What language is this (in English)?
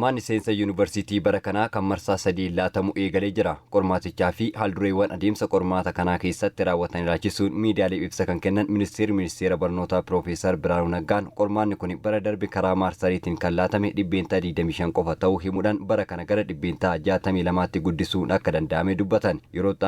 Oromo